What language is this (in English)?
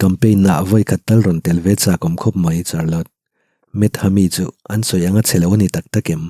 Mizo